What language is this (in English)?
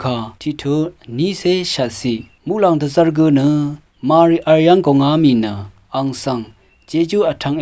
Rawang